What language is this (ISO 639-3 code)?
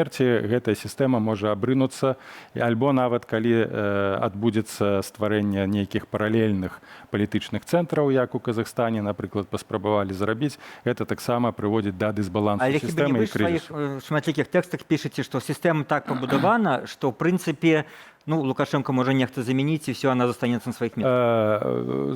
bel